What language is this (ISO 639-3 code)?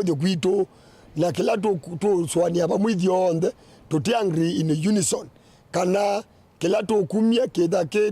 kam